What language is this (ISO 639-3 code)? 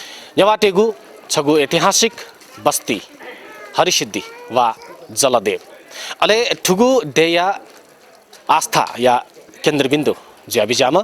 new